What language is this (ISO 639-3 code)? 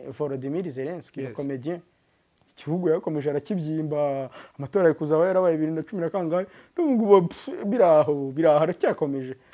kin